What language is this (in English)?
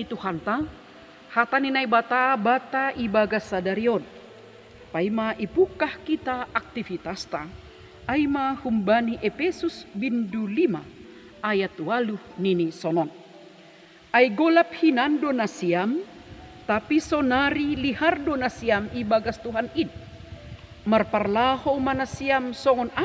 Batak Simalungun